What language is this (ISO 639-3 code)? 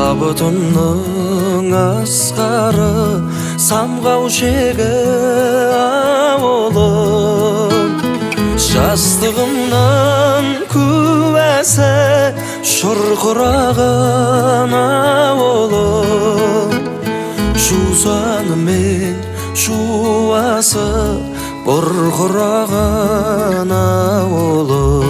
kaz